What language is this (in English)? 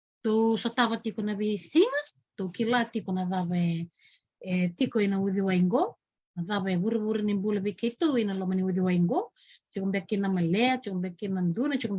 Fijian